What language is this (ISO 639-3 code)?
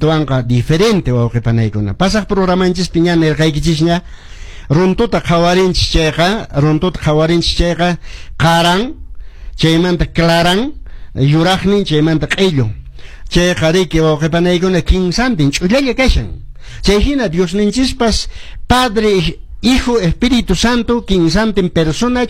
que